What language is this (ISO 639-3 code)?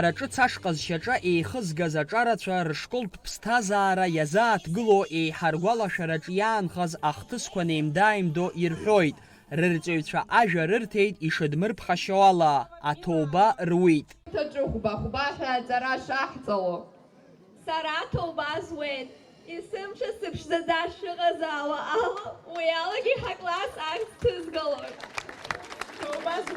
abk